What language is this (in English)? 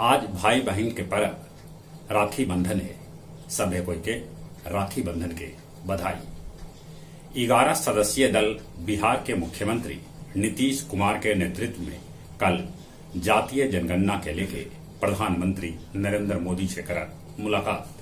Magahi